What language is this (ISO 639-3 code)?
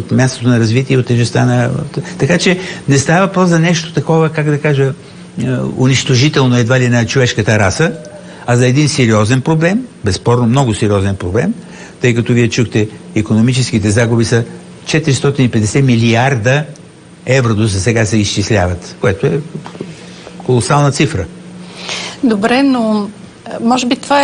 bul